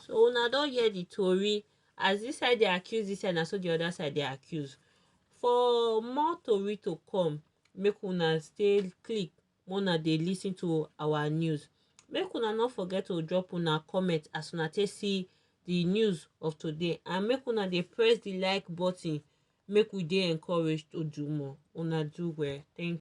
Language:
Nigerian Pidgin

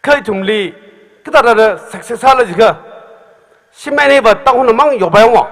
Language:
Tangkhul Naga (India)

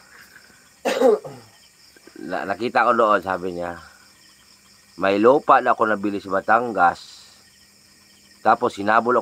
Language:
Filipino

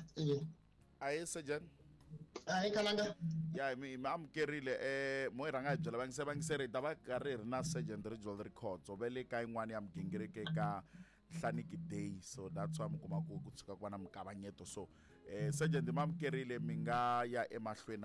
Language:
Tsonga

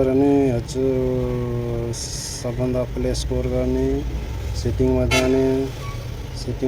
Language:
Nepali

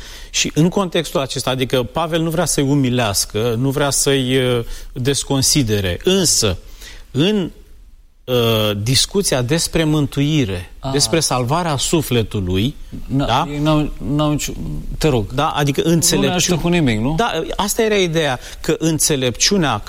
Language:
Romanian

